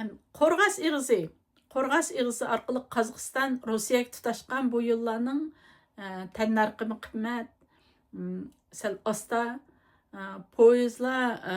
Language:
Uyghur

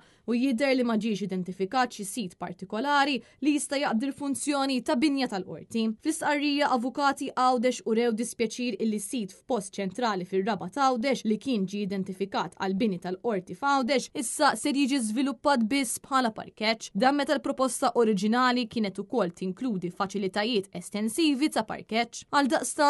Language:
Maltese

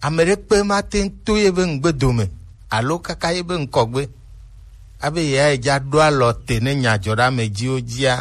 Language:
Gen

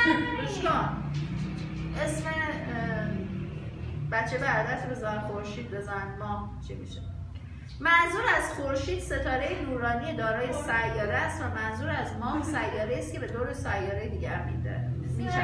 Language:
Persian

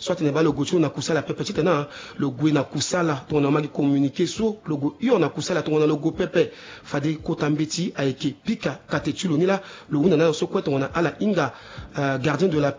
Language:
Sango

